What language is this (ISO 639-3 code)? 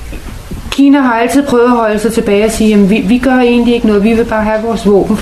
dan